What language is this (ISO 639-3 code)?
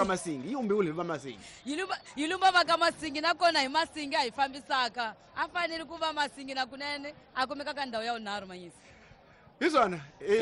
tso